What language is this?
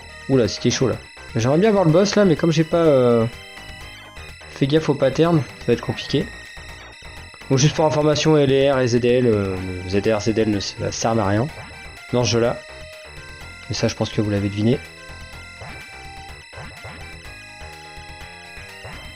French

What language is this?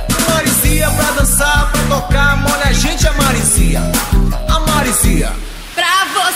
Portuguese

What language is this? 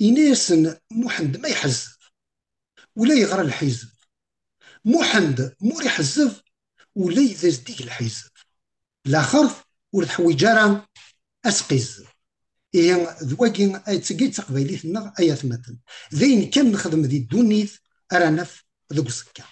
Kabyle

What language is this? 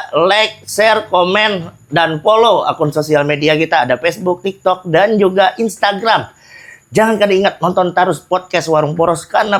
Banjar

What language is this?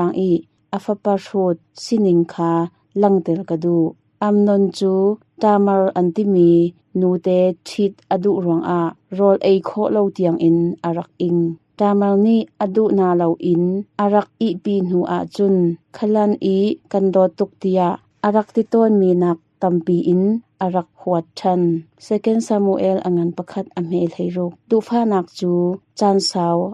Hakha Chin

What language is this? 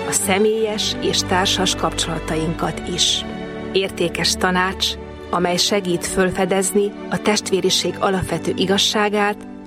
Hungarian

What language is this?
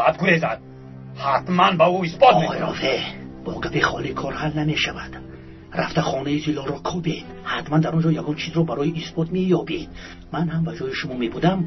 Tajik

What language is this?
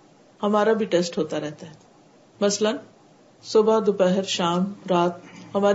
Urdu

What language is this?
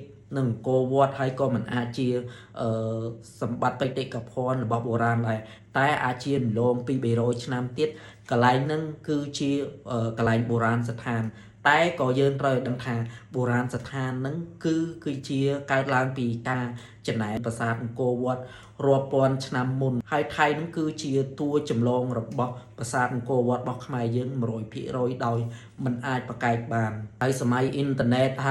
Khmer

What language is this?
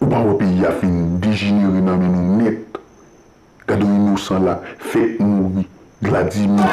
Haitian Creole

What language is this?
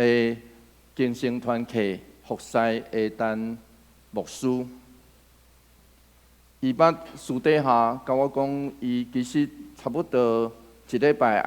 Min Nan Chinese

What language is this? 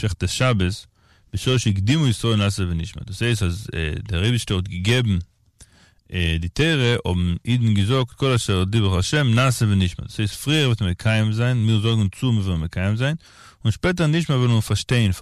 Yiddish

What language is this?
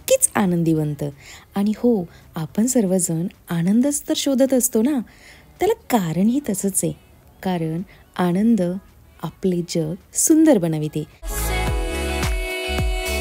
Marathi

